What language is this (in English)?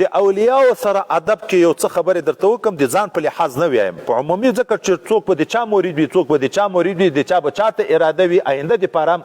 Pashto